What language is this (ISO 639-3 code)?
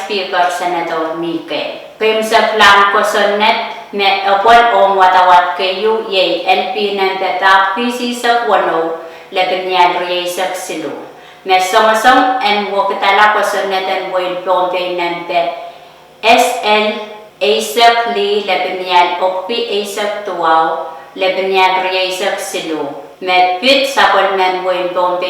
pon